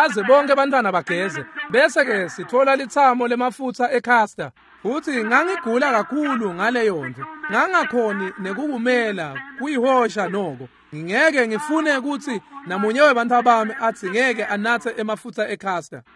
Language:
Swati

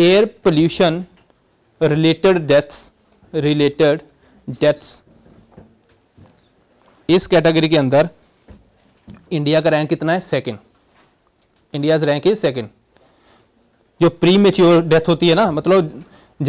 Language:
Hindi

